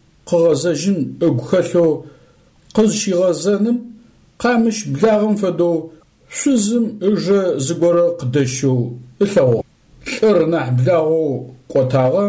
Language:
Adyghe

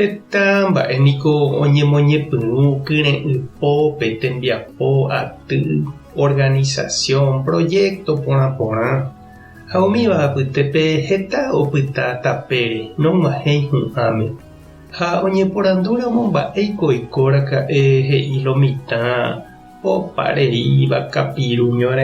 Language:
Guarani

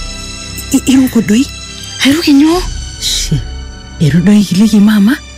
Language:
Masai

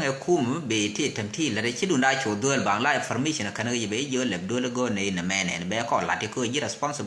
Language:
Nuer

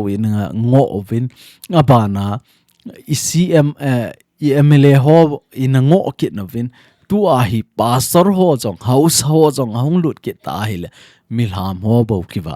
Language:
Thado Chin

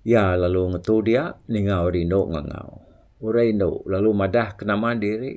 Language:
Iban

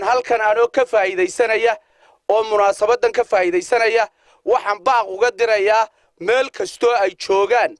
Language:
Somali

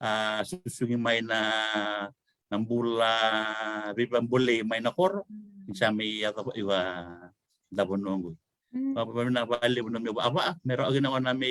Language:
Fijian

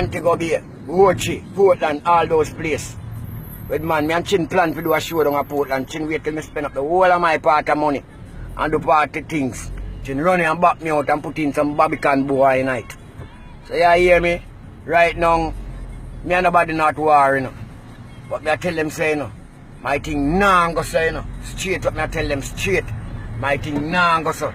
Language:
Jamaican Creole English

